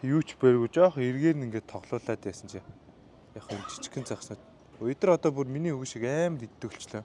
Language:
Mongolian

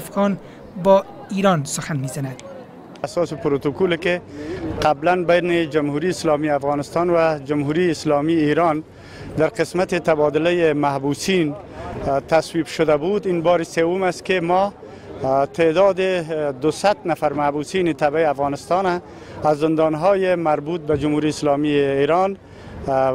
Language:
Persian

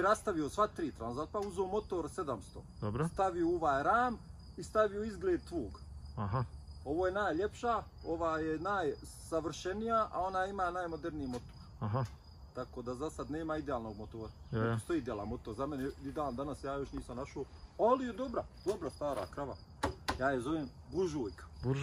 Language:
Croatian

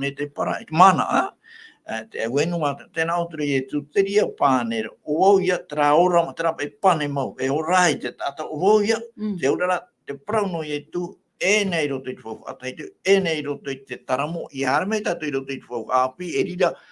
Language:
Tahitian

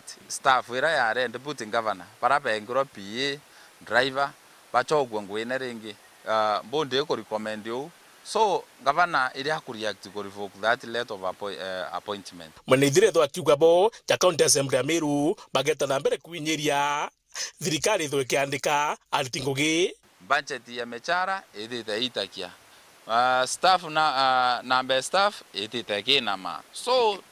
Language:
Meru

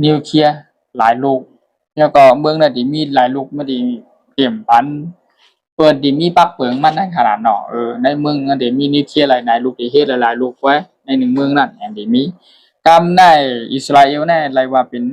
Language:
Shan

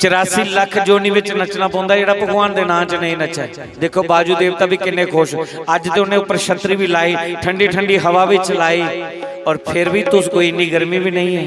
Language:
Dogri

